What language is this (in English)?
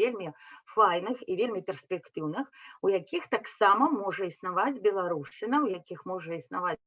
Belarusian